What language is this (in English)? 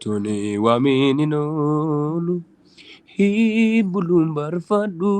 Oromo